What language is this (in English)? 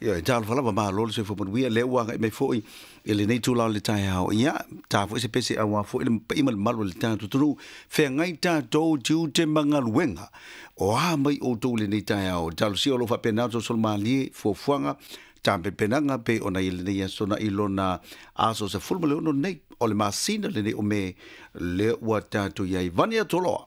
Samoan